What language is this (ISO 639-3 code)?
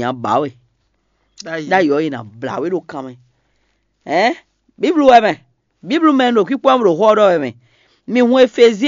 fon